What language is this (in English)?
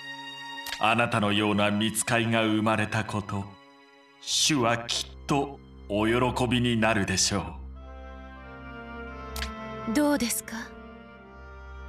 Japanese